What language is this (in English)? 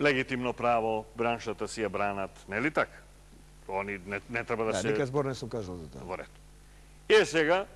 Macedonian